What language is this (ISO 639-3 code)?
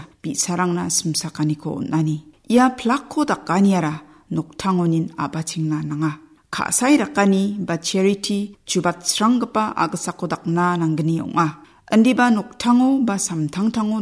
grt